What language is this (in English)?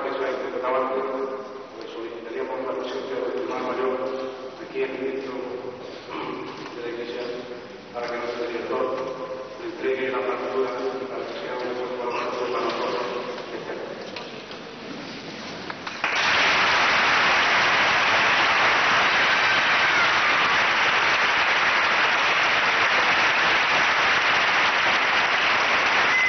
Spanish